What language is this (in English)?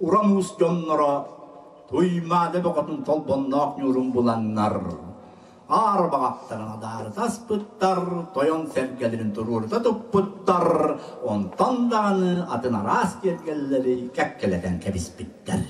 Yakut